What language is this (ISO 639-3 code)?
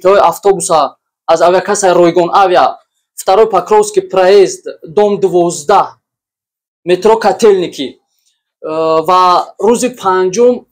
tgk